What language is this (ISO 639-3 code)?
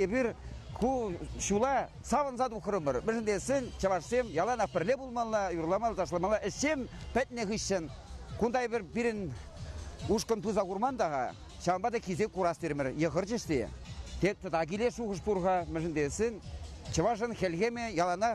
chv